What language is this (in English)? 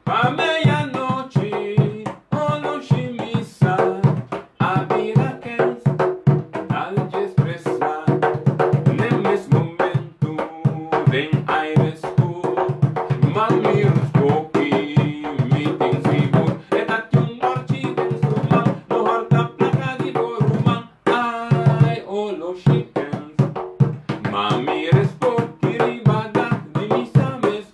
Papiamento